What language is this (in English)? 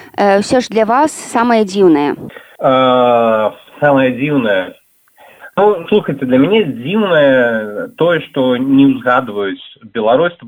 Belarusian